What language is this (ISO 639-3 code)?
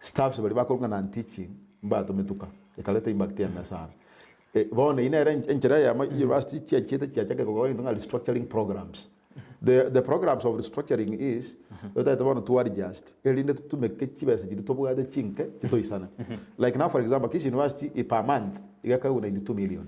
guz